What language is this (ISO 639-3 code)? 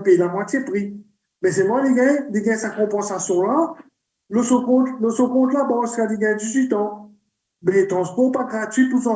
mfe